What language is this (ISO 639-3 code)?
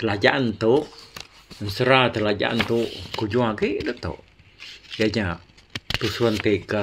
iba